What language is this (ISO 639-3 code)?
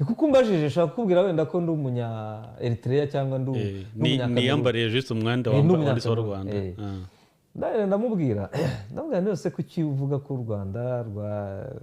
kin